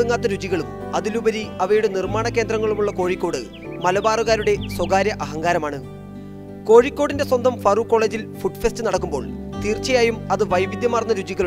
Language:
Malayalam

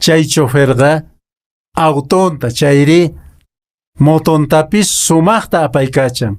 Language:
Quechua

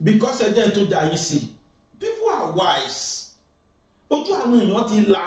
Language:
Yoruba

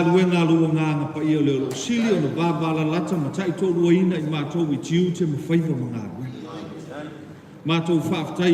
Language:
Samoan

